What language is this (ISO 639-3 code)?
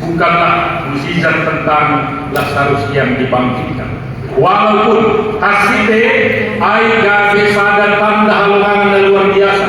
bts